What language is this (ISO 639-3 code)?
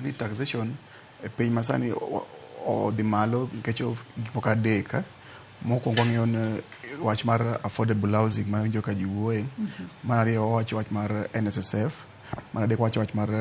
luo